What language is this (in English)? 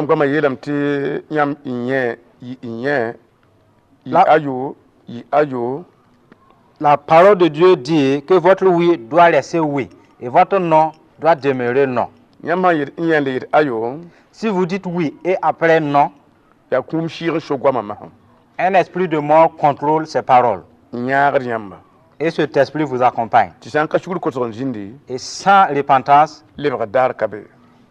Mossi